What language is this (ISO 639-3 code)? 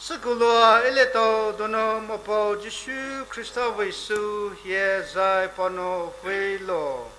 pmx